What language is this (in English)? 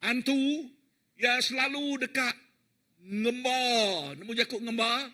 Iban